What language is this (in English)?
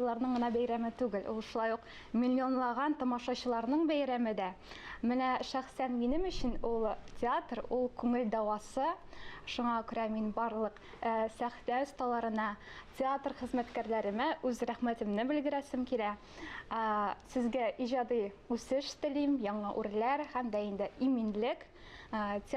Tatar